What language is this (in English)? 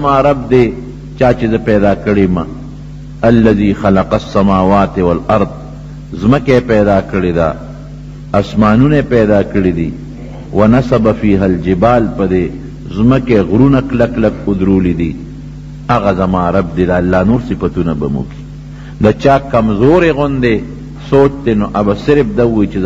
Pashto